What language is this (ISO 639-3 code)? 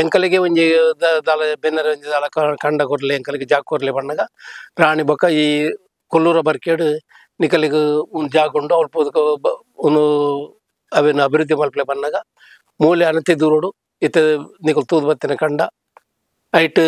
tcy